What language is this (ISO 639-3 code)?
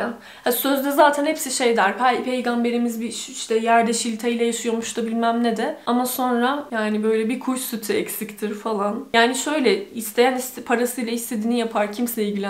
tur